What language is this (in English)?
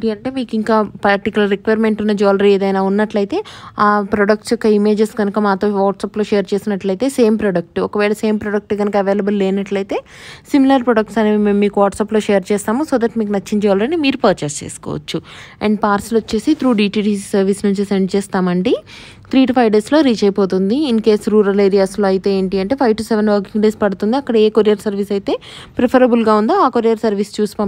Telugu